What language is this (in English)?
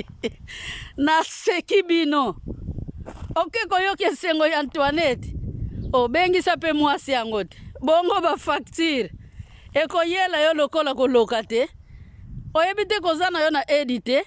Lingala